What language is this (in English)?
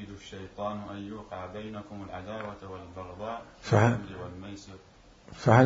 Mesopotamian Arabic